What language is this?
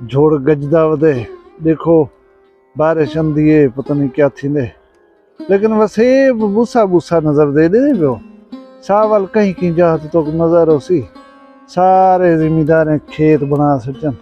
Saraiki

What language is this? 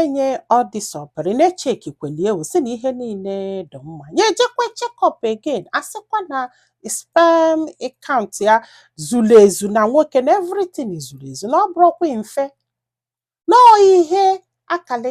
Igbo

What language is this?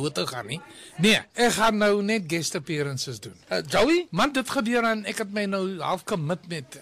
Afrikaans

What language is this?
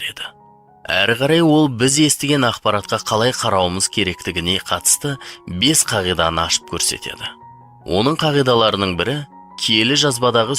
Kazakh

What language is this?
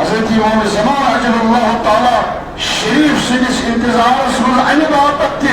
Kashmiri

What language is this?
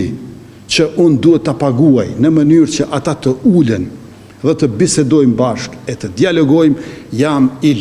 Albanian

